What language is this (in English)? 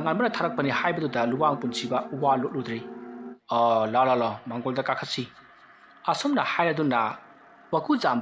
Manipuri